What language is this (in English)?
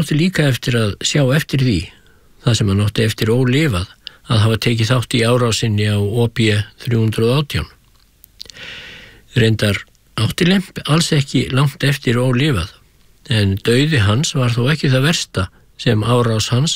Icelandic